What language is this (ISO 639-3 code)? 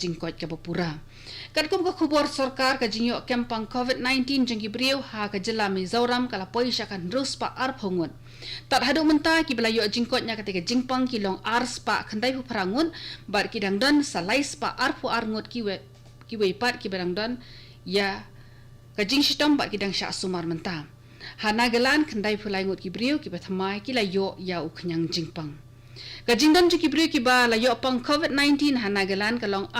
kha